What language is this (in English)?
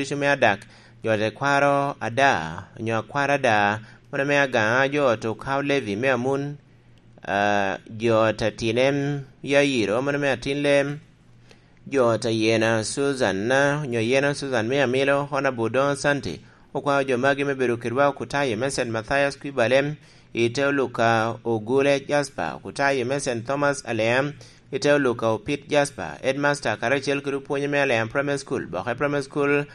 Lango (Uganda)